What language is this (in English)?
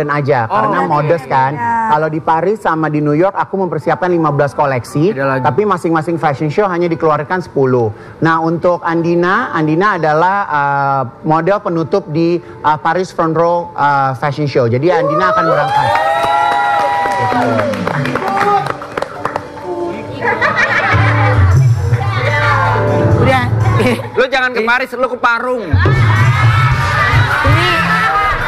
Indonesian